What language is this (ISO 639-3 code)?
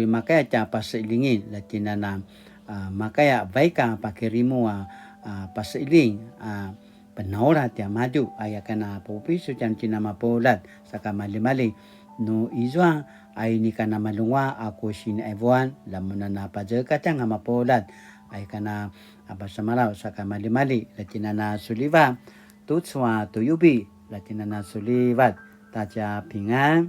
pwn